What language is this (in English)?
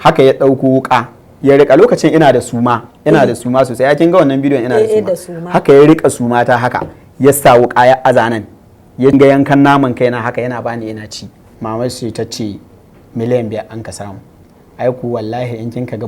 Hausa